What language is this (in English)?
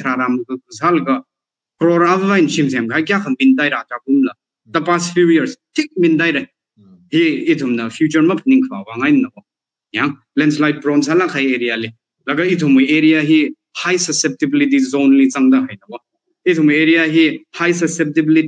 Tangkhul Naga (India)